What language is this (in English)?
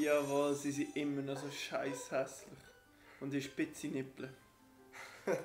Swiss German